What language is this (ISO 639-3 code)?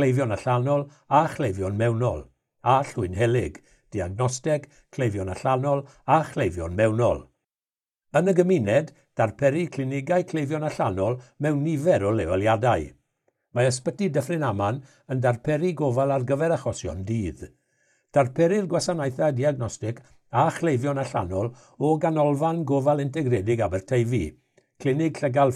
cym